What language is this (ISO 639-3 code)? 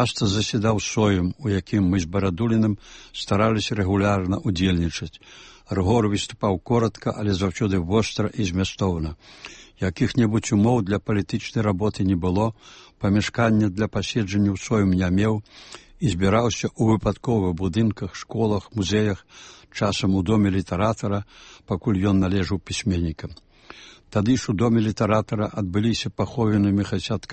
bel